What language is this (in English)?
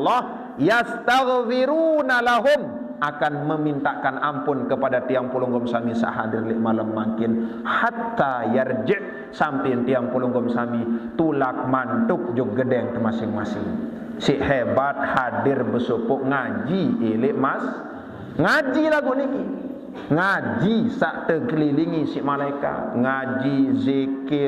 Sasak